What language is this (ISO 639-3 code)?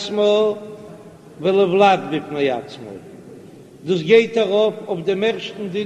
yid